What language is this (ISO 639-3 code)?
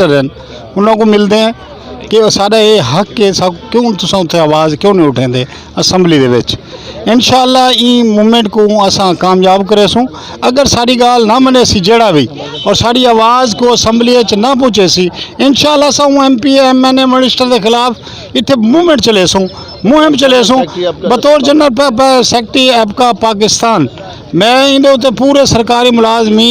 skr